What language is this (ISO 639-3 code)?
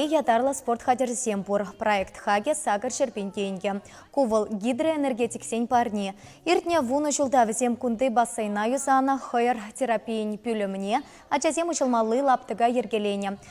chv